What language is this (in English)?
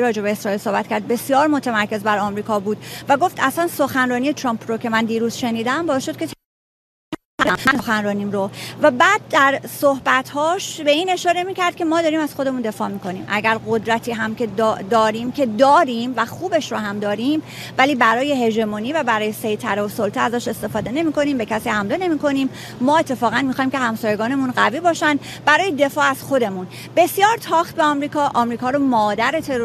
Persian